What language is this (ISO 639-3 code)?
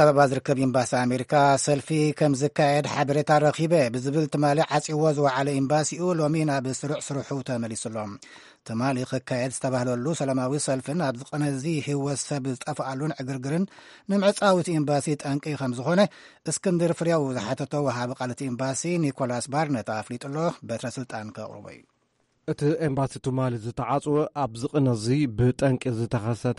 tir